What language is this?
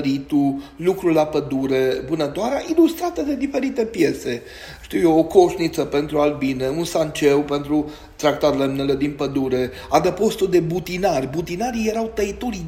Romanian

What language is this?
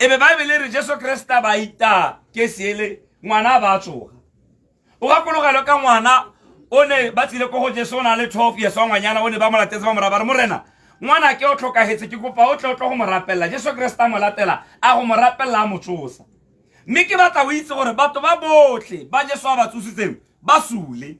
Tswana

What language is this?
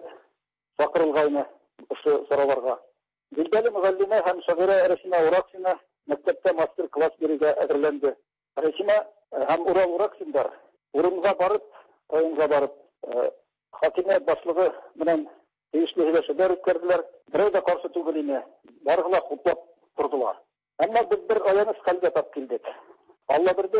Tatar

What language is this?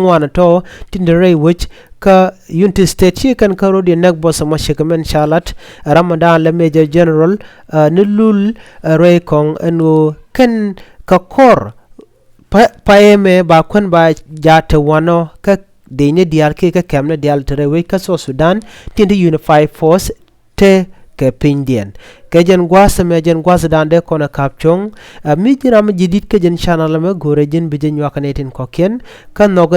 Nuer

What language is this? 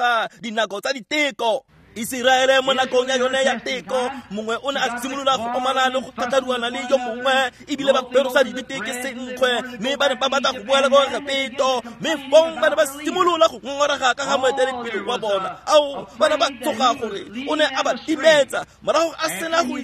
Tswana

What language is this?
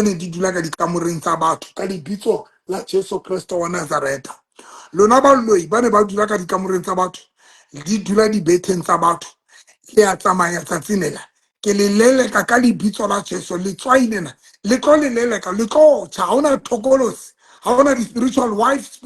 Southern Sotho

